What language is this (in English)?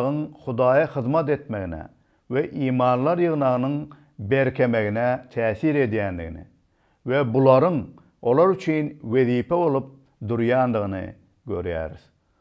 Turkmen